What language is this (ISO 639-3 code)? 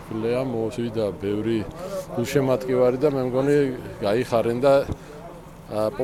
kat